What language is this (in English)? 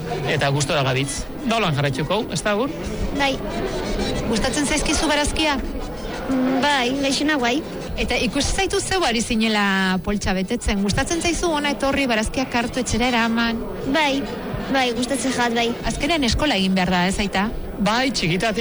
Basque